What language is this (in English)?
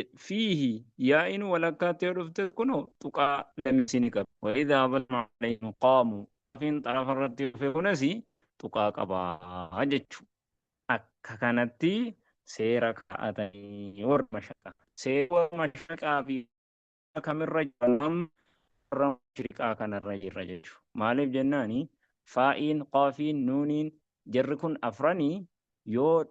Oromo